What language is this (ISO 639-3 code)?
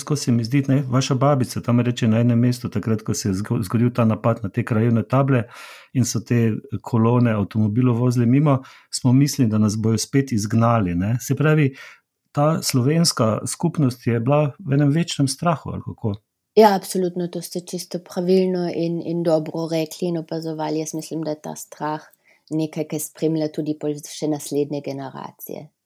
slv